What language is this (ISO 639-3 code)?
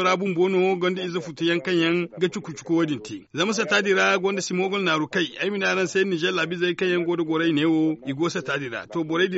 dje